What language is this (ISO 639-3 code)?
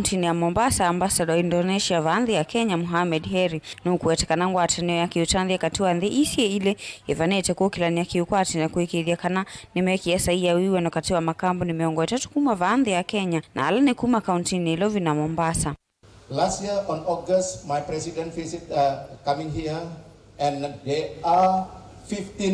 kam